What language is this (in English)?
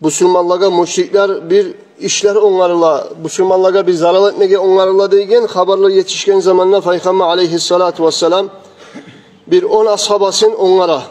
Kumyk